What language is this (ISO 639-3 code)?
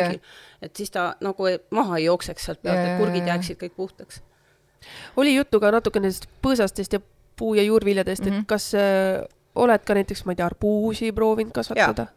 est